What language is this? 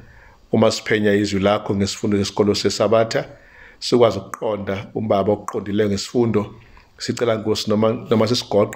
Zulu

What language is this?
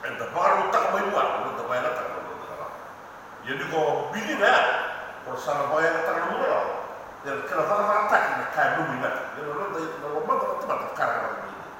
Fijian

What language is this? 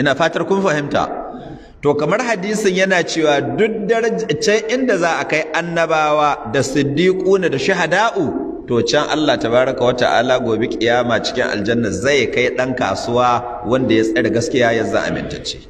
Hausa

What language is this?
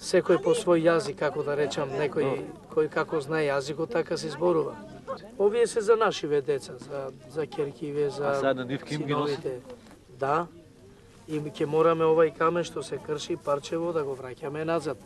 Macedonian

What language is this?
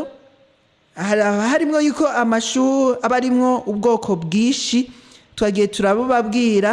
Rundi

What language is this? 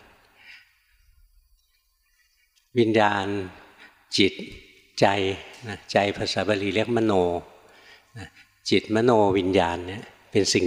Thai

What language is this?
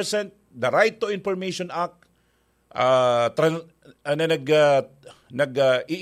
Bikol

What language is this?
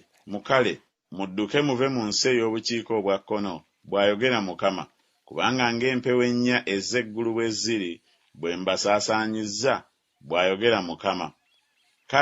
Ganda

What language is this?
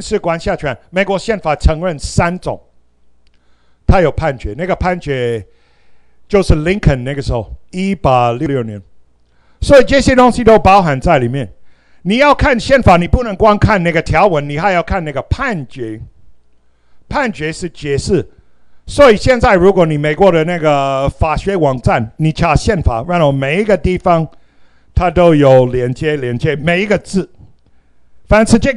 Chinese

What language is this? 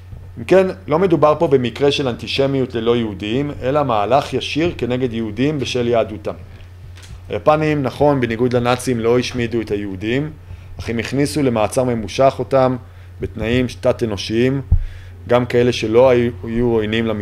Hebrew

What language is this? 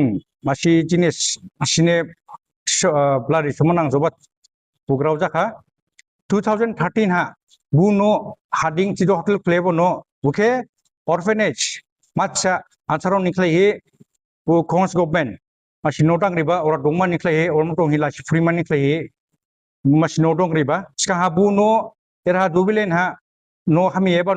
Dimasa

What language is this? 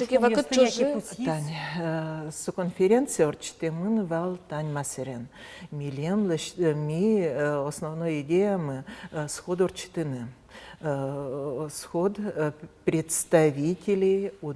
Udmurt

